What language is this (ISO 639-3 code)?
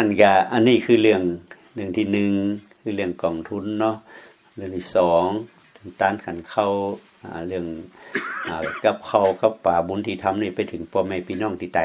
lao